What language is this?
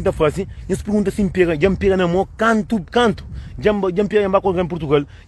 Kabuverdianu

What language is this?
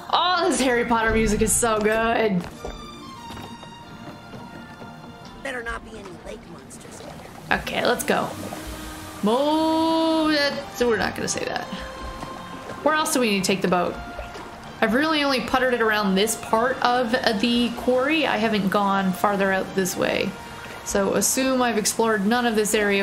English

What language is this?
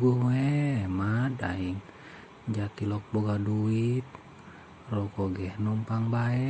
Sundanese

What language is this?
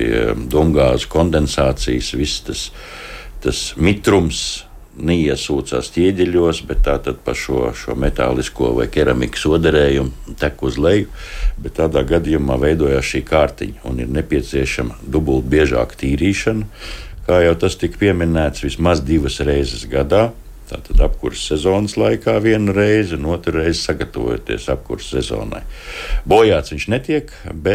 Latvian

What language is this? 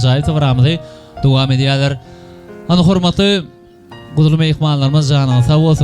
Turkmen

